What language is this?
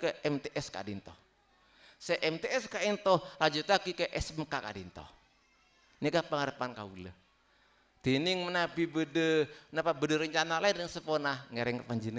Madurese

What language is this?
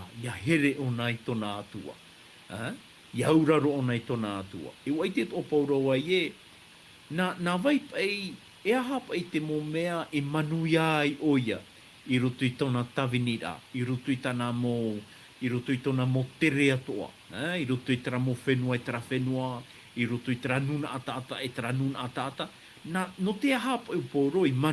Tahitian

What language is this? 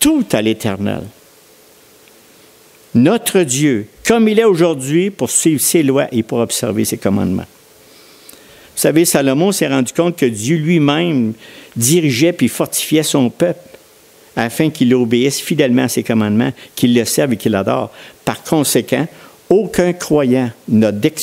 French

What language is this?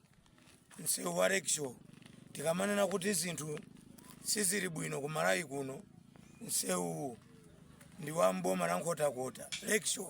Nyanja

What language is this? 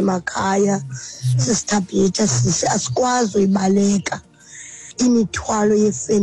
Xhosa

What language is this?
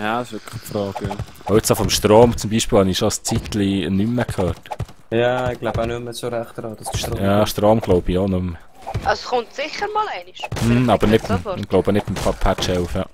Swiss German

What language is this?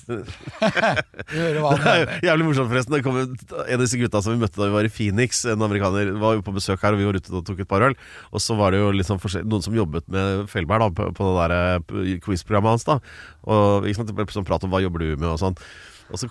Norwegian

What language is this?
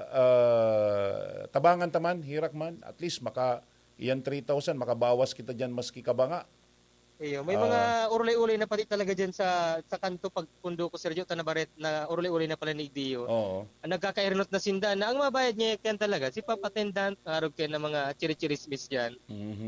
Bikol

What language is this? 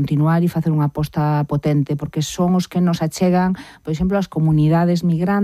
Galician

